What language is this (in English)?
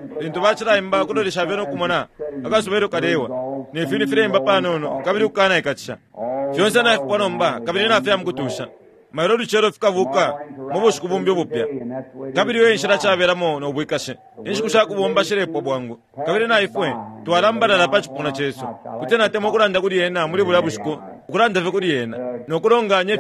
Bemba